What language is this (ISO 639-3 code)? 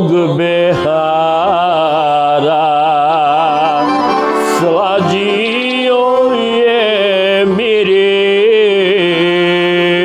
bos